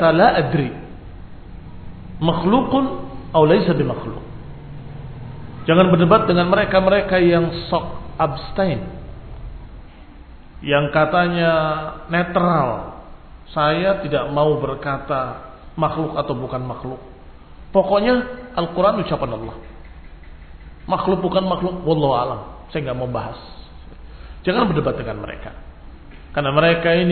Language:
Indonesian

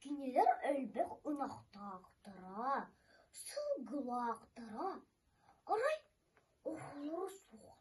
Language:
Yakut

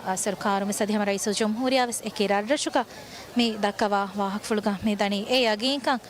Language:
Divehi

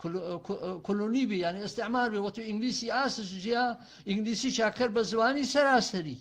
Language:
Gurani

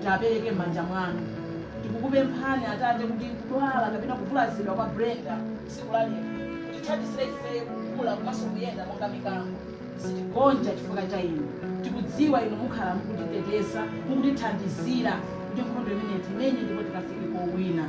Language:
Nyanja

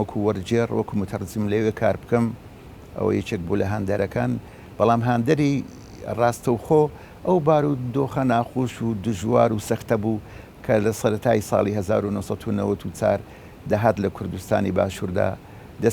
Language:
Central Kurdish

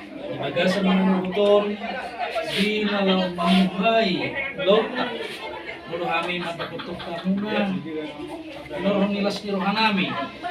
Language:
Batak Toba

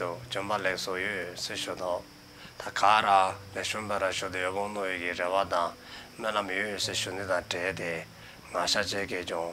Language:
Dzongkha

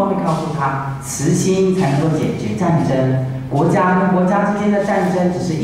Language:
Chinese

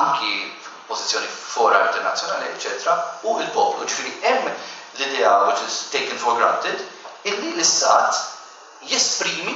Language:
Maltese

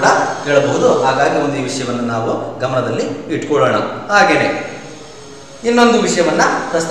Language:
Kannada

